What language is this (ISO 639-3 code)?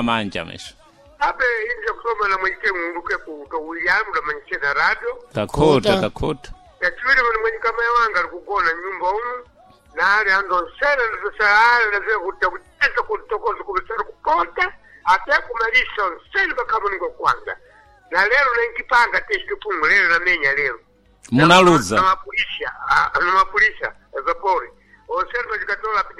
seh